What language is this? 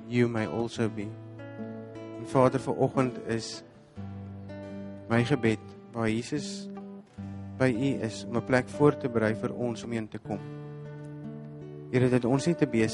Afrikaans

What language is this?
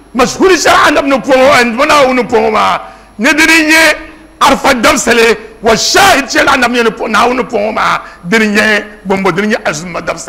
Dagbani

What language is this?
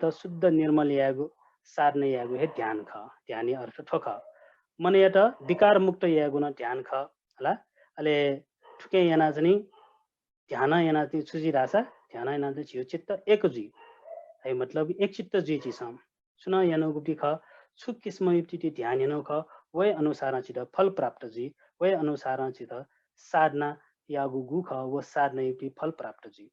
Newari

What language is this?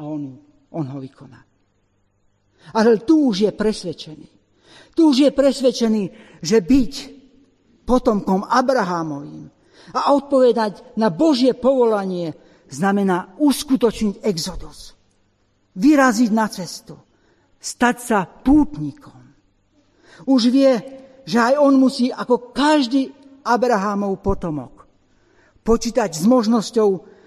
Slovak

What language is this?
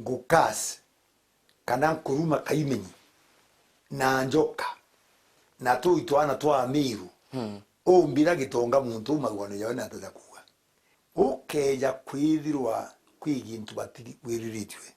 Meru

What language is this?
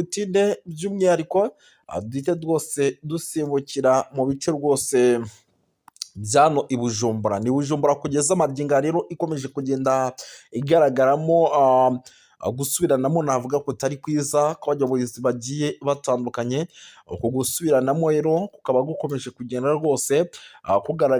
Rundi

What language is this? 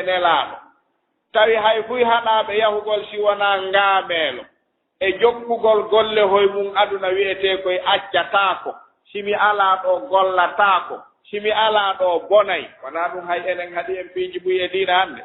Fula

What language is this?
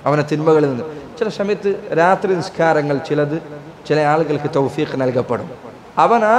Malayalam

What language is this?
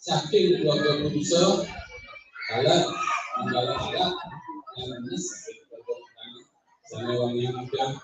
Balinese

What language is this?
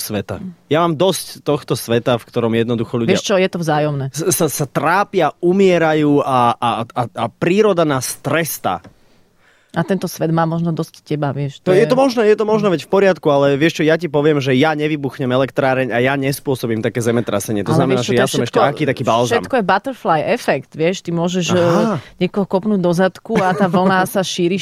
Slovak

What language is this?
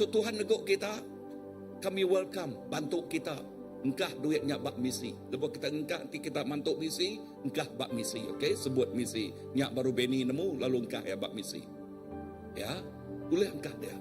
Iban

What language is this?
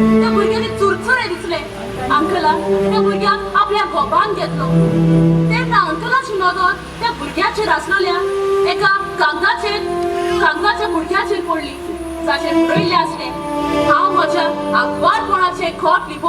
Konkani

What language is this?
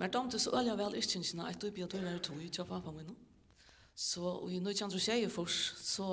Faroese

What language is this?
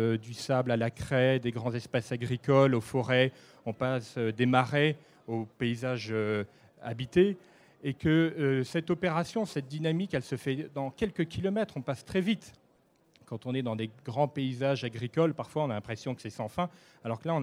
French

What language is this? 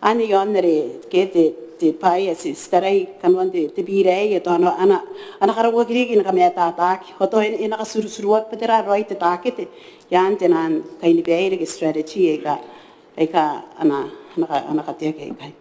Gilbertese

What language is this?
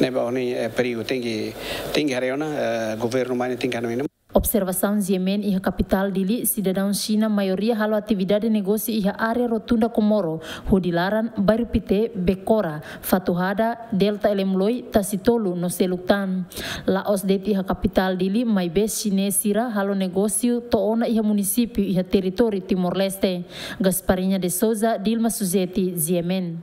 Tetum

